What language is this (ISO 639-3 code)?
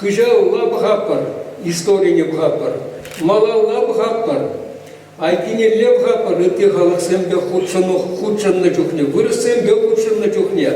chv